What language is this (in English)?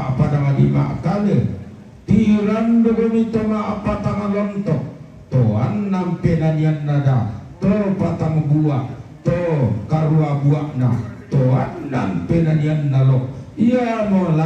Toraja-Sa'dan